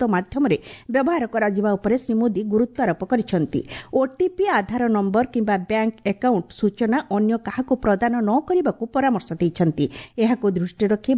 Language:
Odia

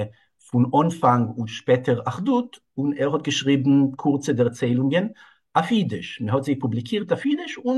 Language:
Yiddish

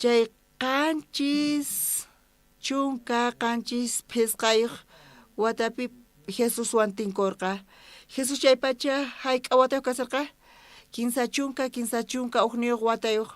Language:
South Bolivian Quechua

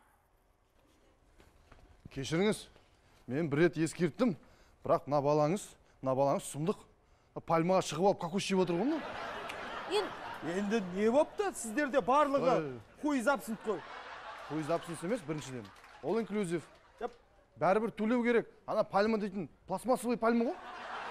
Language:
Kazakh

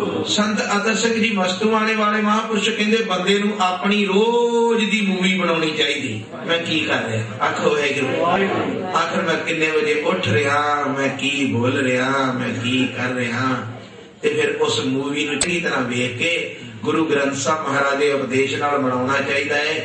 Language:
Punjabi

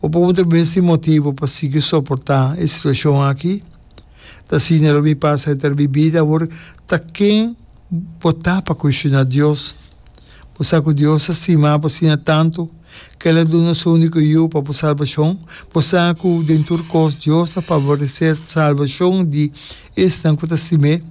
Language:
Papiamento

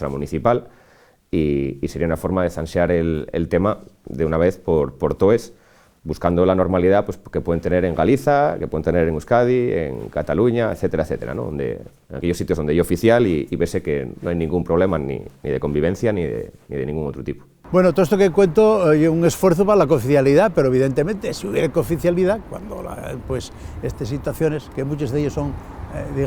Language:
Asturian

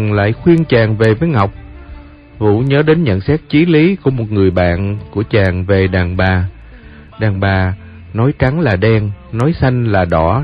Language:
Vietnamese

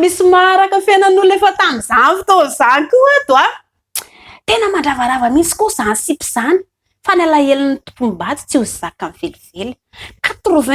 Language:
Malagasy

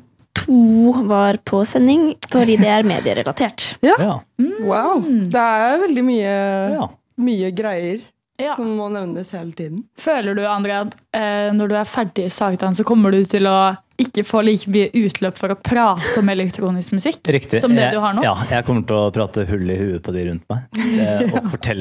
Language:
Norwegian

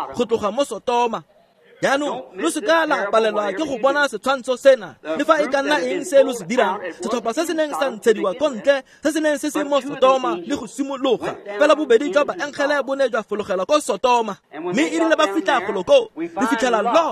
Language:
Tswana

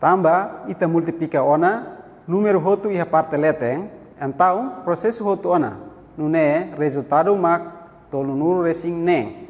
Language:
Tetum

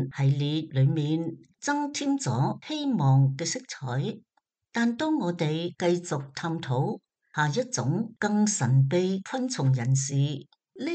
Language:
Cantonese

